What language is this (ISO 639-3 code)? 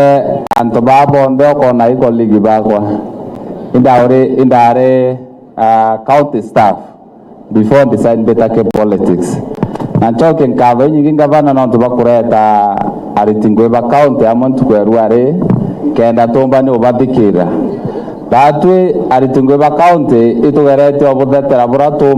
mer